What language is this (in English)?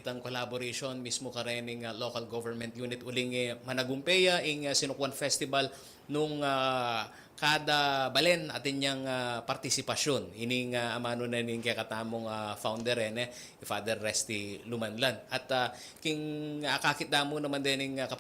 Pampanga